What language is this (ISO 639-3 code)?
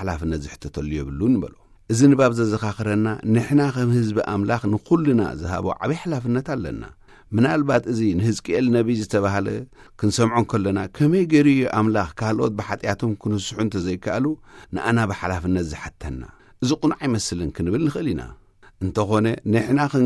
tir